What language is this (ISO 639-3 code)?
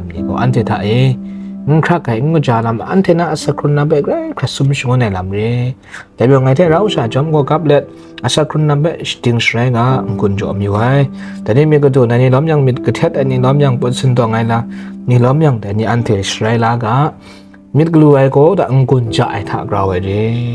kac